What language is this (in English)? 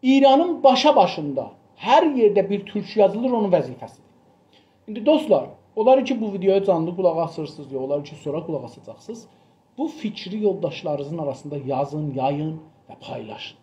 South Azerbaijani